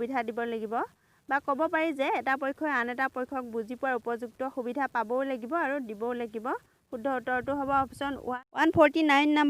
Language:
Assamese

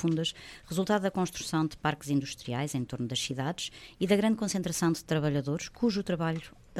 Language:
Portuguese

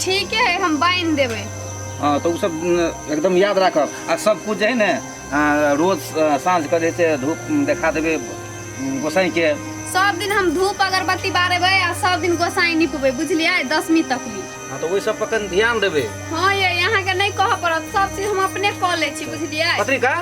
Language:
Maithili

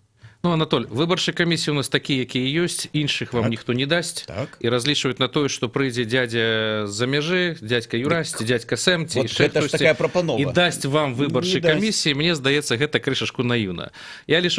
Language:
Belarusian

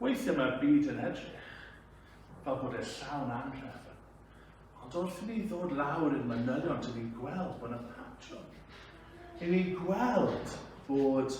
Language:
Welsh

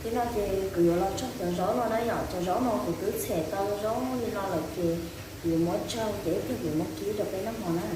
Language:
Hmong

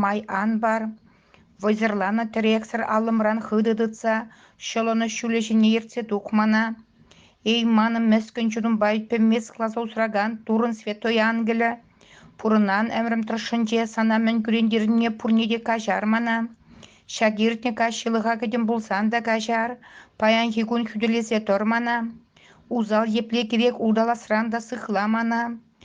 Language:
Chuvash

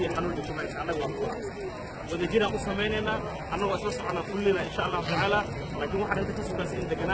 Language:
Somali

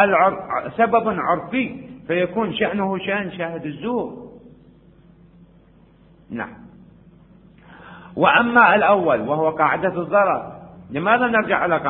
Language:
Arabic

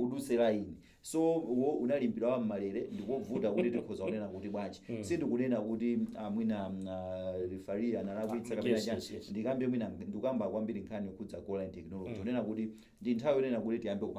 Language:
Nyanja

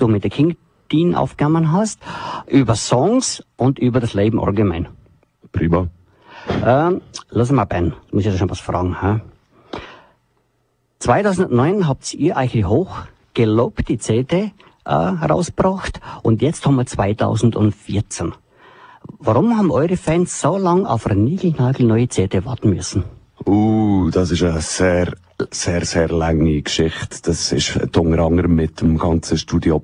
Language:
German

